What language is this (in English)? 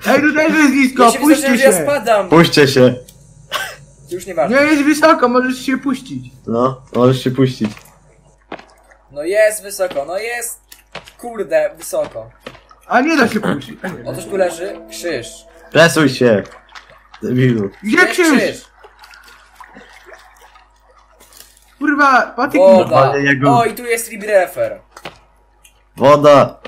Polish